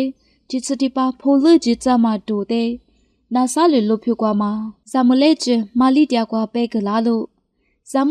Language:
Lisu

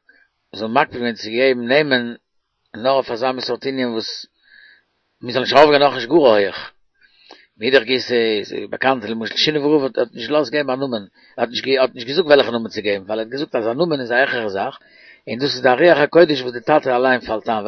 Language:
Yiddish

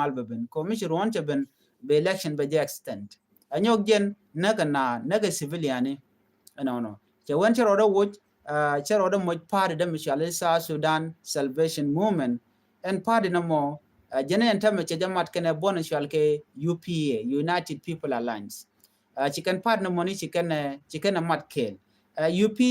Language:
Nuer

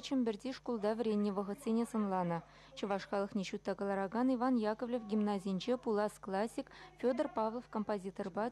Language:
Chuvash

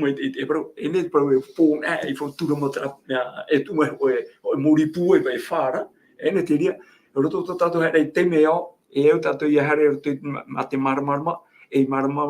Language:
Tahitian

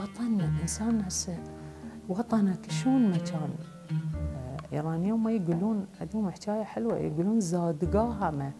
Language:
Mesopotamian Arabic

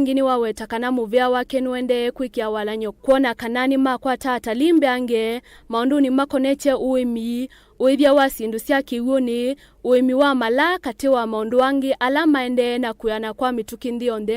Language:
Kamba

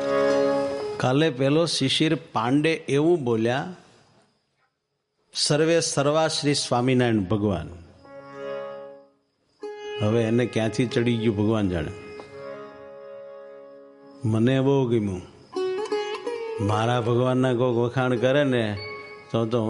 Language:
Gujarati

